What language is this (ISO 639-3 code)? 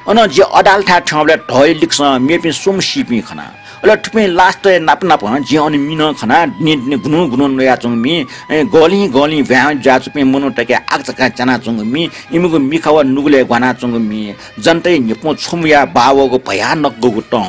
new